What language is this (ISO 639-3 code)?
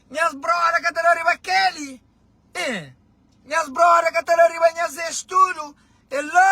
kea